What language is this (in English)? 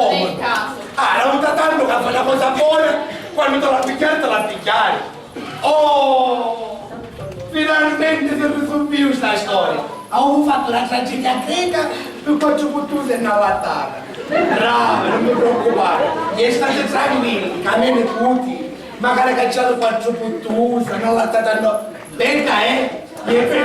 Sicilian